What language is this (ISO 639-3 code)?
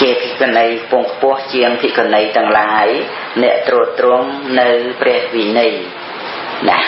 khm